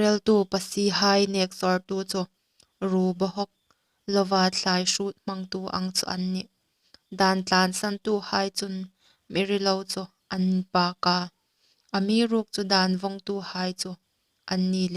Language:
Hmar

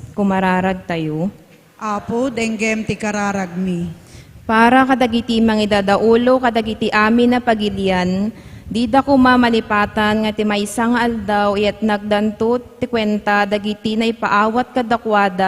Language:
Iloko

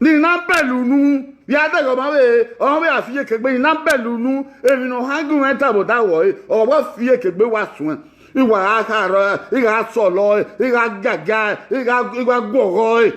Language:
Bini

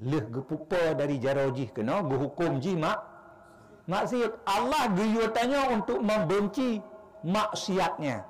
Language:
Achinese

